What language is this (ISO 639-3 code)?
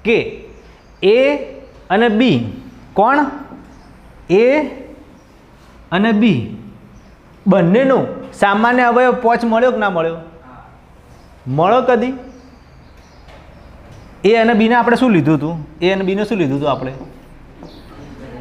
guj